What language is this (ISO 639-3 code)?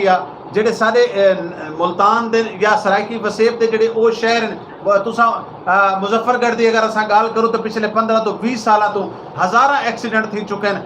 skr